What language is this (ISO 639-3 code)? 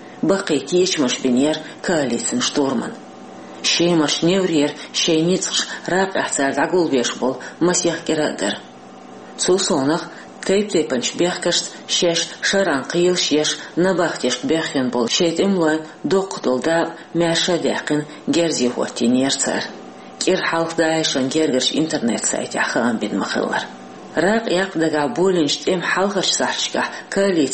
che